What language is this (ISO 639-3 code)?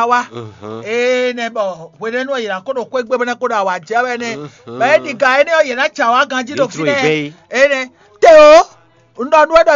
fon